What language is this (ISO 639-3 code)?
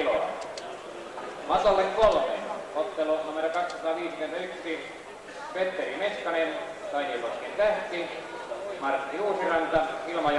fin